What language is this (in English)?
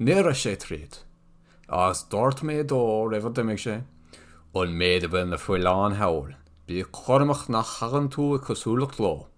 Irish